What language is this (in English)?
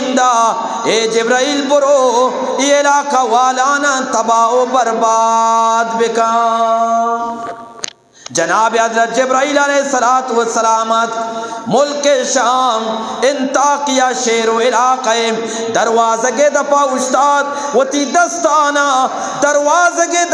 Eastern Balochi